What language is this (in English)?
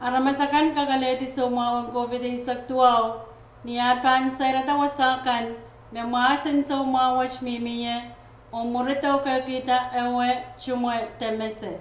Pohnpeian